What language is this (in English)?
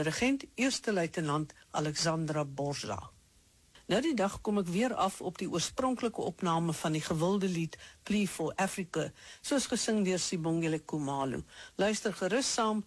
Afrikaans